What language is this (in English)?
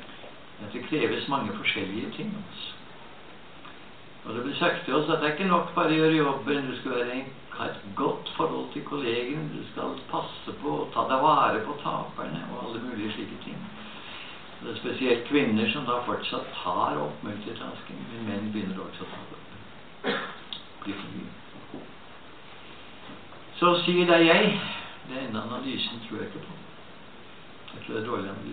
Norwegian